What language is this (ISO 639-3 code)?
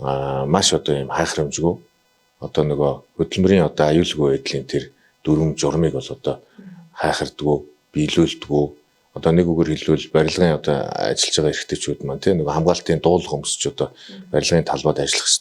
mon